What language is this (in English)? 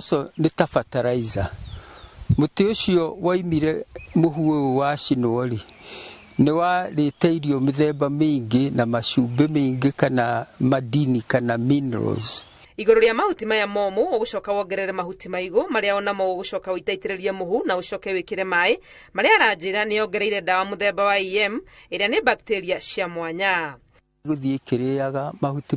Kikuyu